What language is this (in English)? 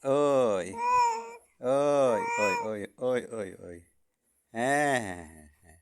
Santali